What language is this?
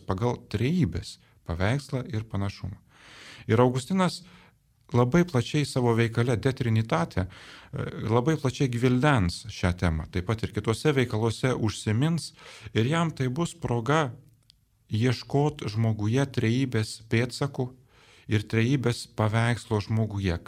Lithuanian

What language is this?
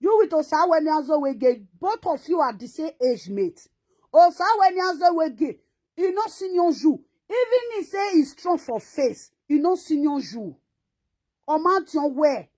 Nigerian Pidgin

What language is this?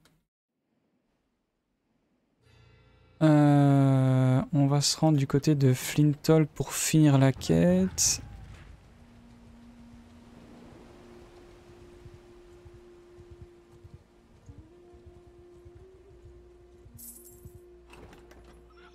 French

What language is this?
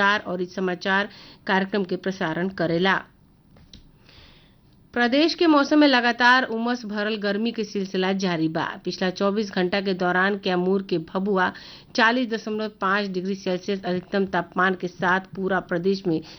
Bhojpuri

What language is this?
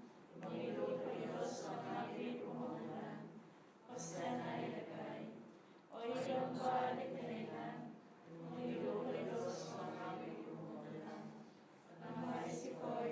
Central Dusun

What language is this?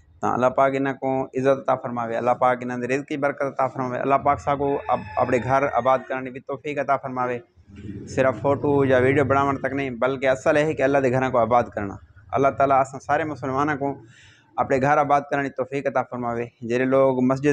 Saraiki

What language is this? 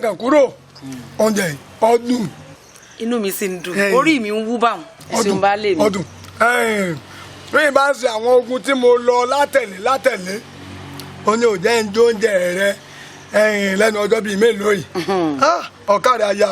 Yoruba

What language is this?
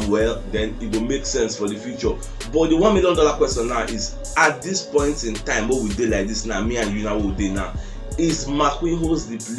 Nigerian Pidgin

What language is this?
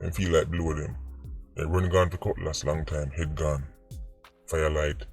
Jamaican Creole English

